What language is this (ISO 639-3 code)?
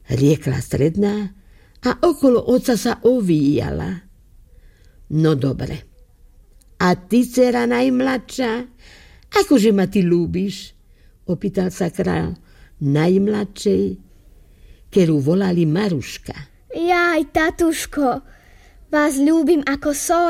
slk